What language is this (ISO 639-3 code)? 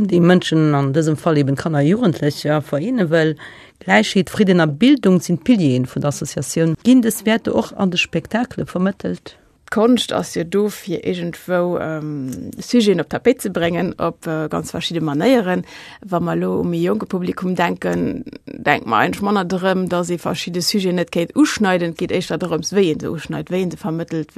ltz